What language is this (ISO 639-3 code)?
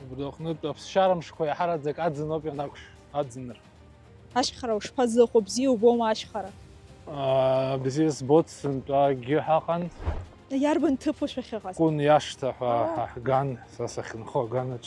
abk